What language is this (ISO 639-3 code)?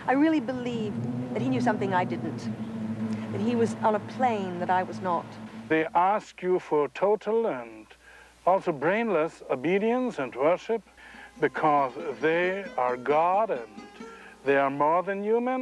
eng